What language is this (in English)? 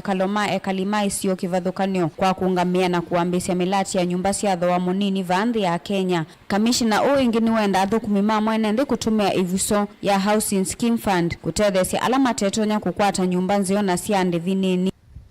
Kamba